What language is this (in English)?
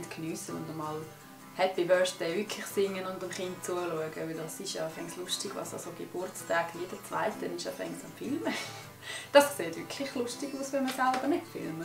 Swiss German